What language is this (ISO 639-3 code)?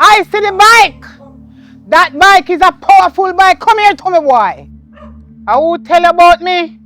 jam